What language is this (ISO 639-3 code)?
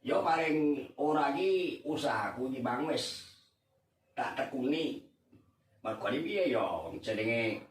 jav